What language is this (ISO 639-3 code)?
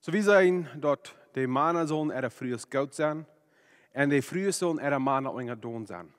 pdt